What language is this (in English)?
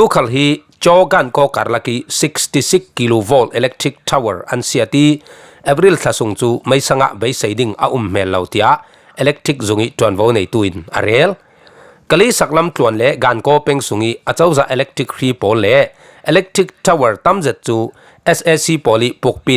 Falam Chin